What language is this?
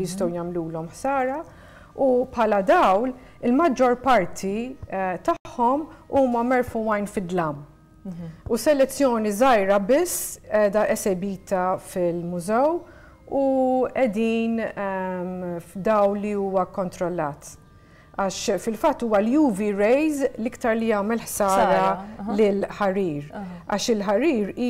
Maltese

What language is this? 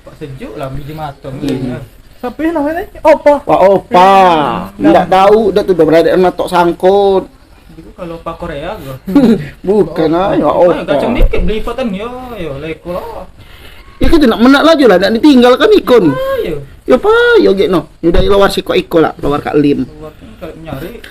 Musi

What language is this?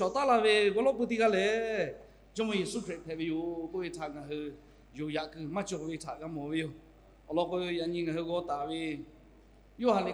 Lahu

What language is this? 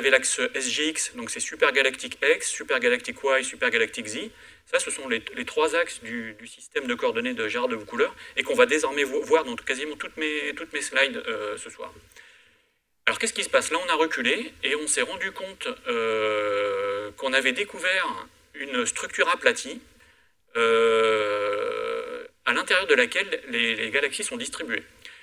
French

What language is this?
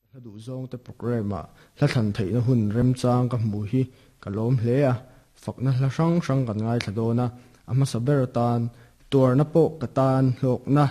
Mizo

